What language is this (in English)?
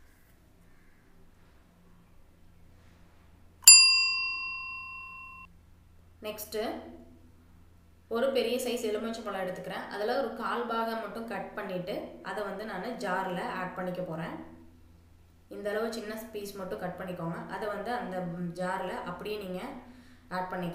Tamil